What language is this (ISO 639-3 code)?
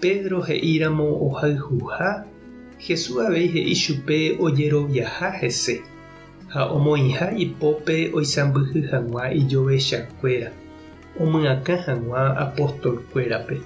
grn